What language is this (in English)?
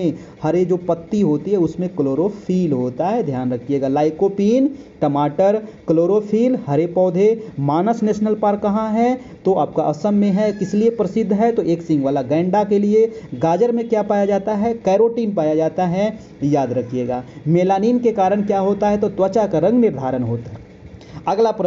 Hindi